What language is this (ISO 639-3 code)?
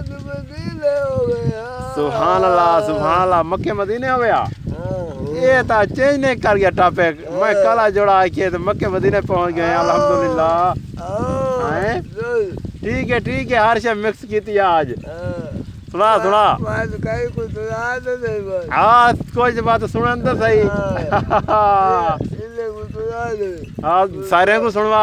skr